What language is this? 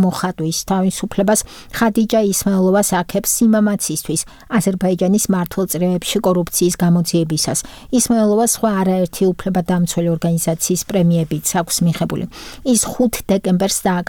Georgian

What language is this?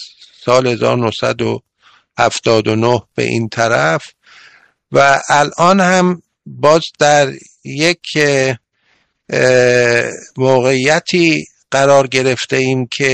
Persian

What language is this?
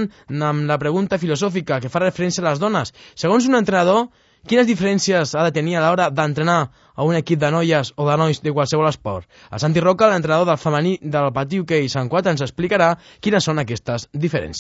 Catalan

